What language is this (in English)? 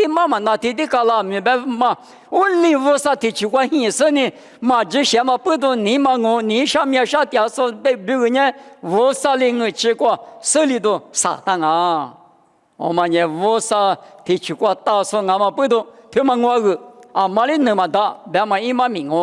Lisu